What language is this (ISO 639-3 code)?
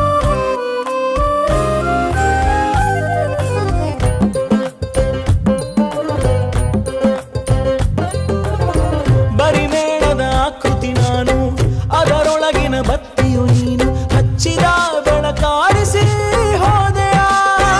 kan